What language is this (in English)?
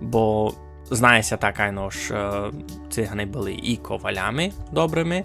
Rusyn